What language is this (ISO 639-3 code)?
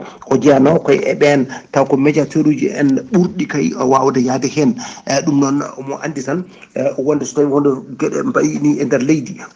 ful